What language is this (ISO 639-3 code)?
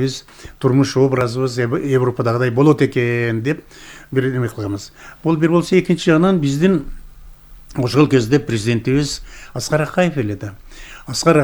kir